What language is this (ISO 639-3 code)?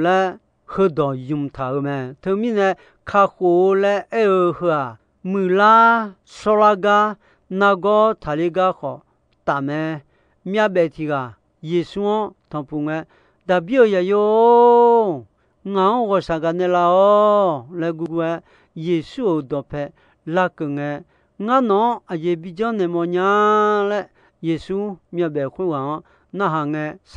ahk